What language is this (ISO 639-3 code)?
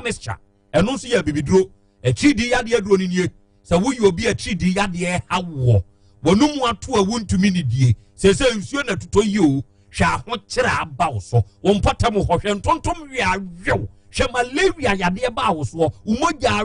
aka